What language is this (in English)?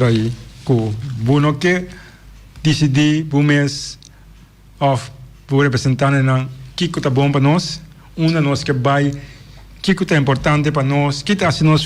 Papiamento